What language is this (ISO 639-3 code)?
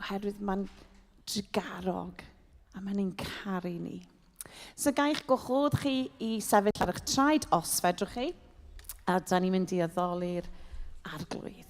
cym